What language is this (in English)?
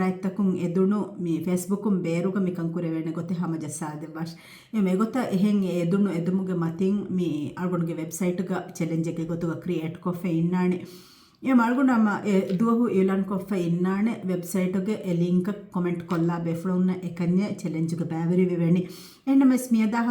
Divehi